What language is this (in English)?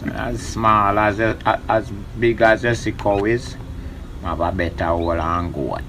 Jamaican Creole English